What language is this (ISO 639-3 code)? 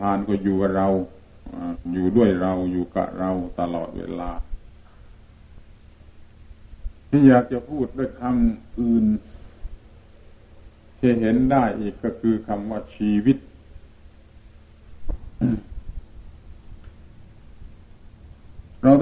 tha